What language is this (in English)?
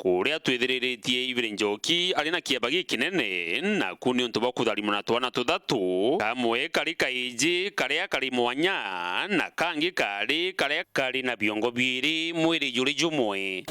Meru